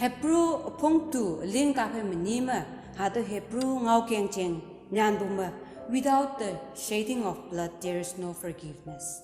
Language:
Konyak Naga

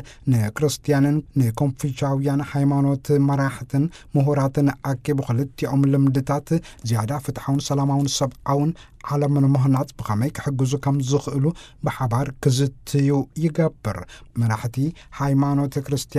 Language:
Tigrinya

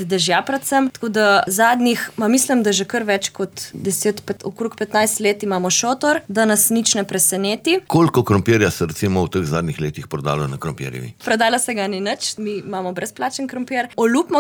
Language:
Slovenian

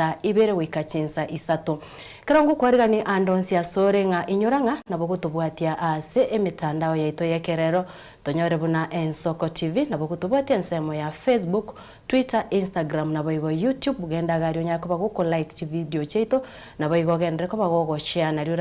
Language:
Gusii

